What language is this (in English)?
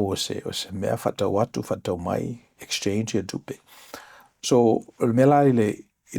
Samoan